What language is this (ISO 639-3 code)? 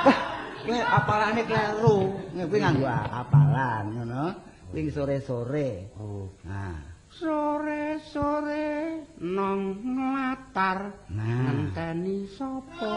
jav